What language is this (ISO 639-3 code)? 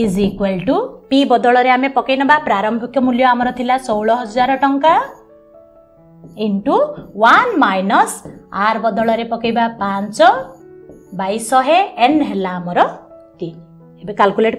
ori